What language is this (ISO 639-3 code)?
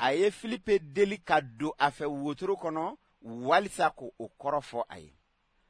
bam